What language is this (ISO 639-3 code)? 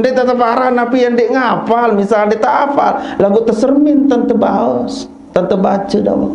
sas